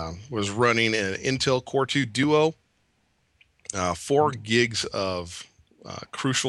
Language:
English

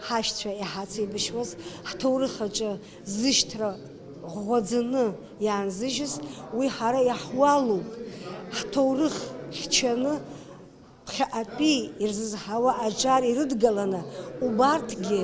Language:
Abkhazian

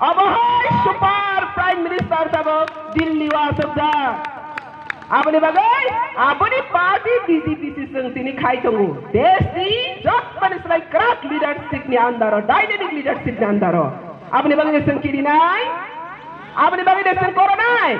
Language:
Kok Borok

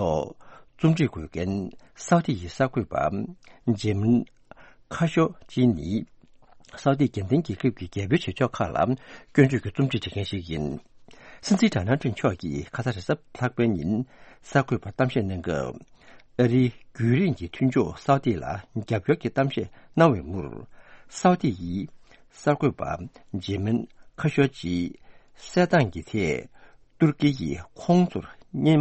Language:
Tibetan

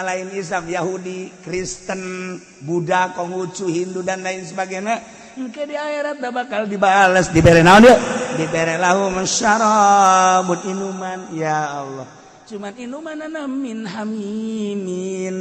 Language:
Sundanese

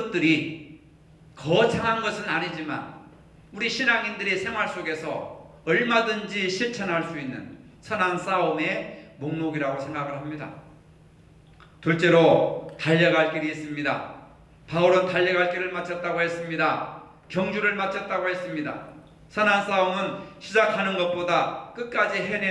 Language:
Korean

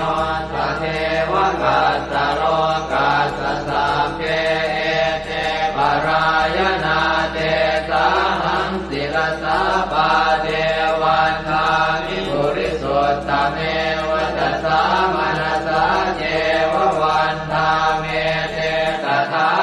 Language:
Pali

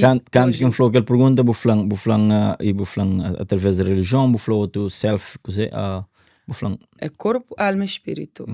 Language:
Kabuverdianu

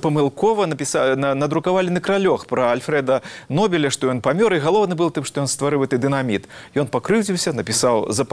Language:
Belarusian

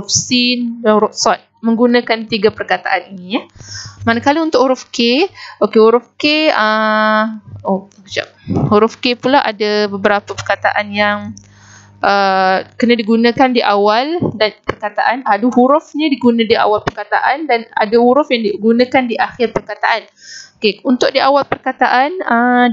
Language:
Malay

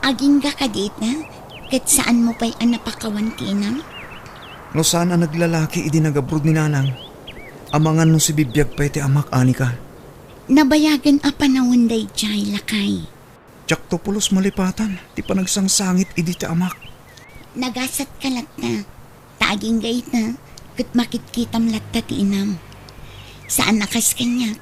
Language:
Iloko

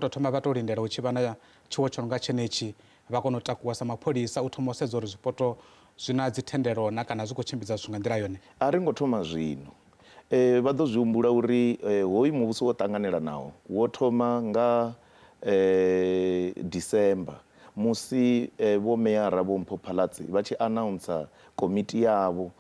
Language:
Venda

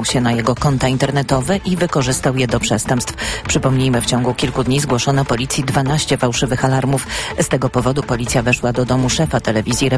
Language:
Polish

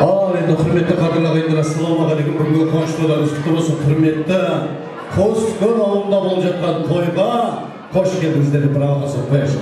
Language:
Kara-Kalpak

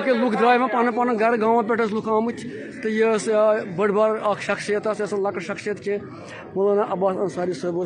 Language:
Kashmiri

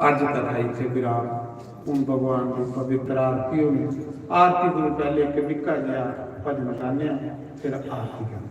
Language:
Dogri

